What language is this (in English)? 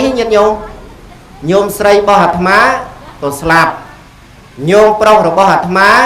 Khmer